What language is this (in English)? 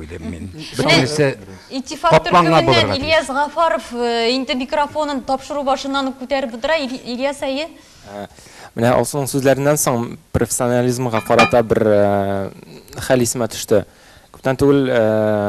Tatar